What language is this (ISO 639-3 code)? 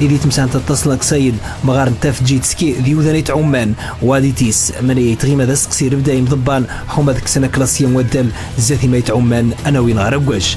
ary